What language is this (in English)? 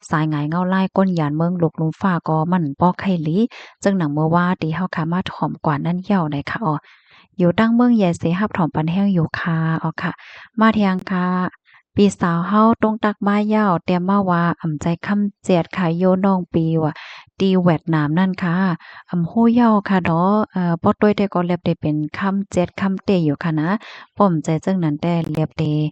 Shan